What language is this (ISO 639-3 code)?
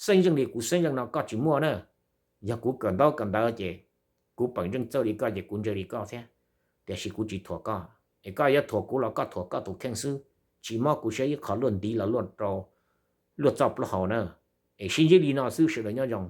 hmn